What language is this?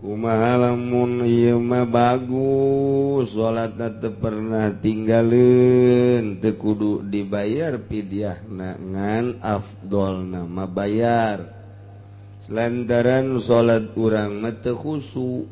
Sundanese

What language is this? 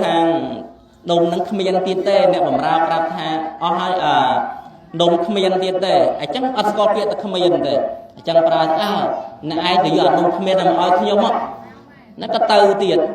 Khmer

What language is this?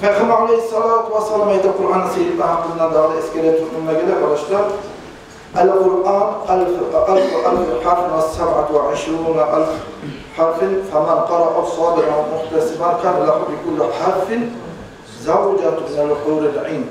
Kumyk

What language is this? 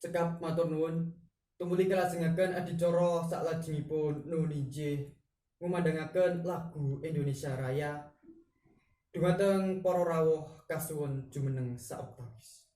Javanese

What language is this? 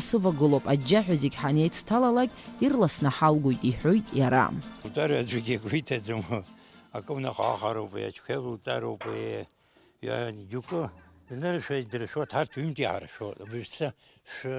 Abkhazian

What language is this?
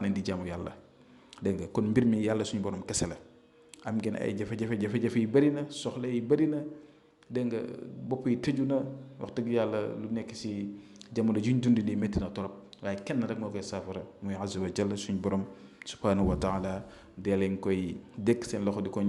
Wolof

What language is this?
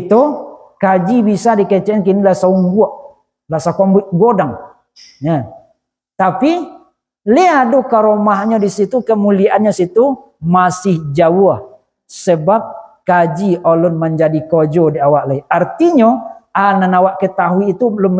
Minangkabau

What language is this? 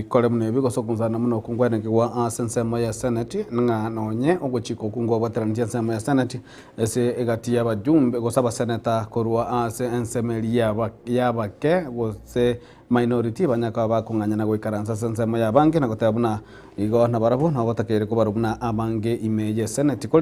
Gusii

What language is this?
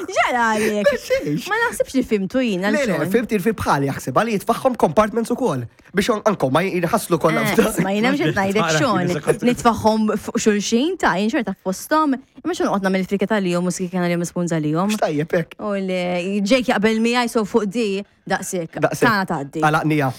Maltese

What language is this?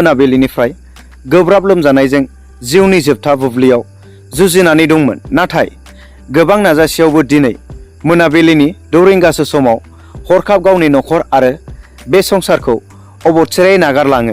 Bodo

